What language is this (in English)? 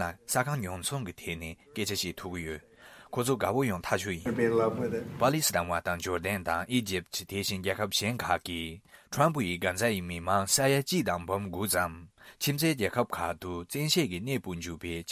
Tibetan